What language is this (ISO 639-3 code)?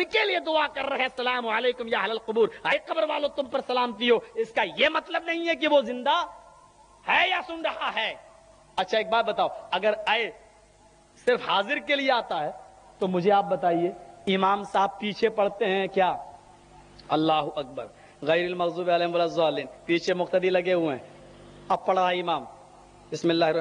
urd